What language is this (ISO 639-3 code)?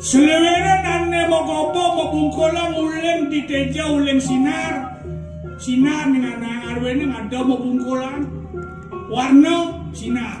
ban